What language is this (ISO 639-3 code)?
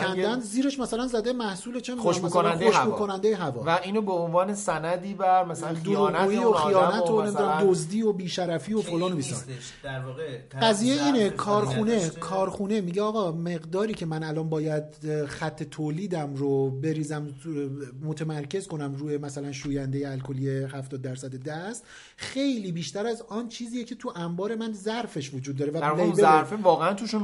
fas